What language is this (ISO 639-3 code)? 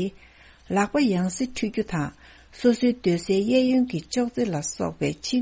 bod